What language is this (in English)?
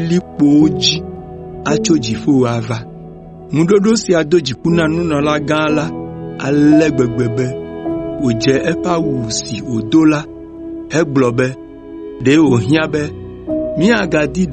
Ewe